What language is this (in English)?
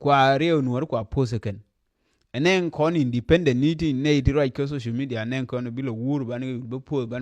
Nuer